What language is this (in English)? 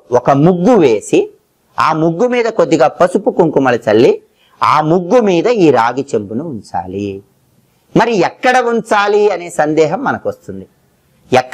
Telugu